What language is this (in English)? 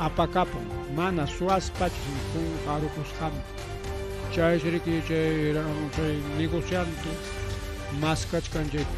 Ayacucho Quechua